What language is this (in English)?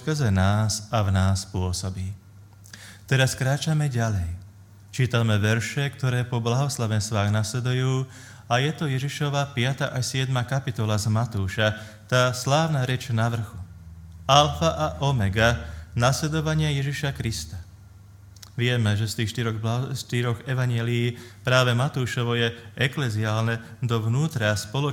Slovak